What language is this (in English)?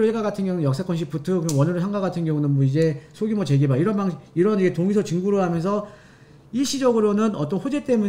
Korean